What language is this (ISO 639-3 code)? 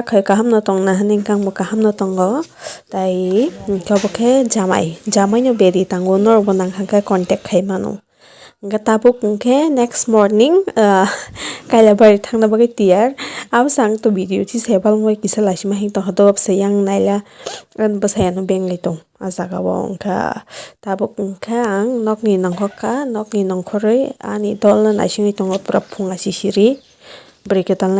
trp